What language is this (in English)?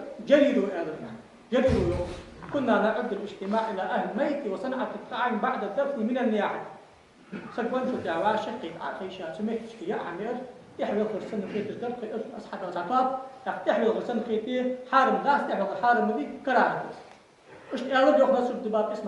Ingush